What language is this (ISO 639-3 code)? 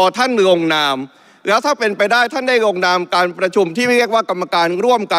tha